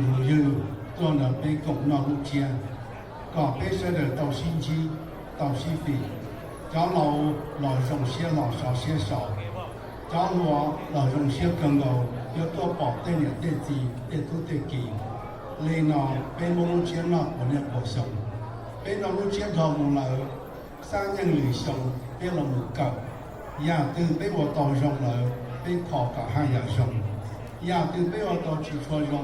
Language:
Hmong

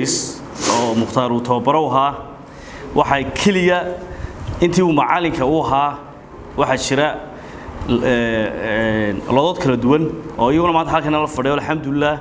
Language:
Somali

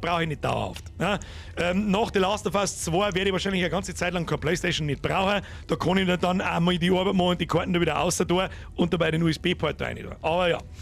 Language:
Bavarian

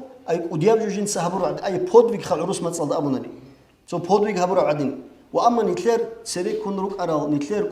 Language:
Avaric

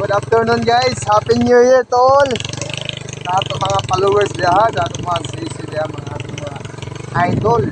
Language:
Cebuano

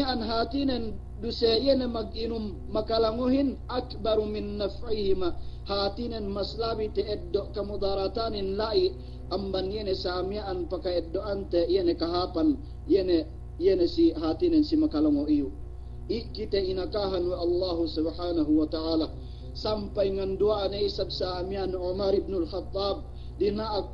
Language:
Yakan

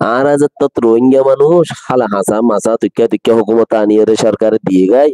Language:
Rohingya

